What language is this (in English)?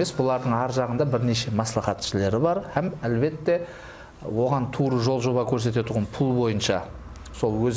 Kara-Kalpak